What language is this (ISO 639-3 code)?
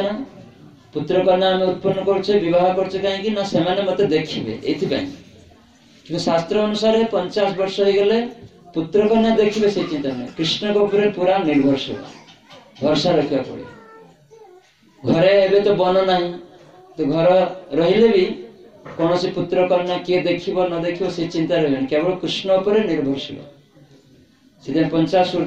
ori